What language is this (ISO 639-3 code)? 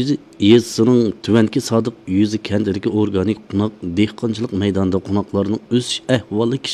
uig